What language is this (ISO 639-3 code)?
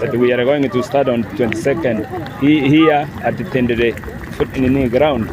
guz